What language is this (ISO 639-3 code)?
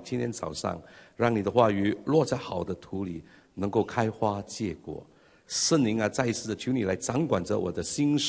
zho